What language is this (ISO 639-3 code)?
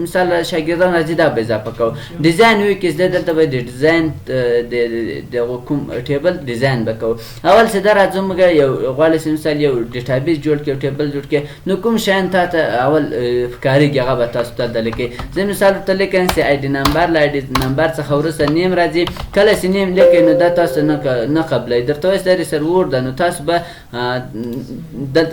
pus